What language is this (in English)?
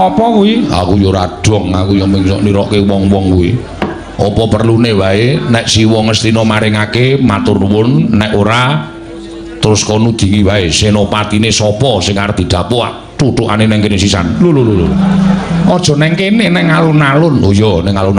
Javanese